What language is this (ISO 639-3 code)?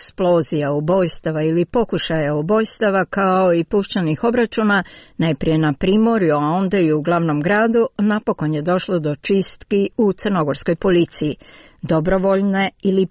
hrv